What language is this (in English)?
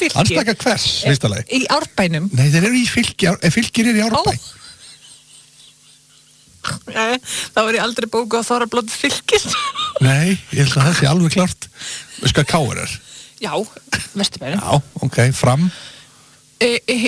Icelandic